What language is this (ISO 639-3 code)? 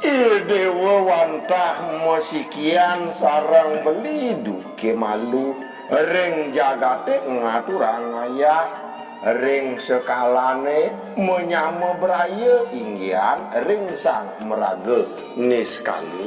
ban